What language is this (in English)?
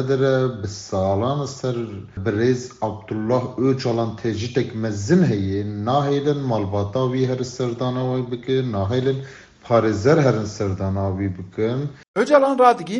Kurdish